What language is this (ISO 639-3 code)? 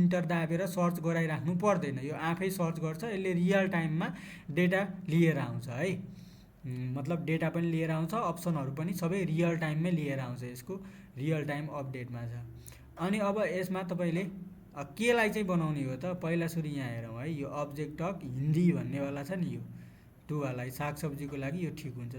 nep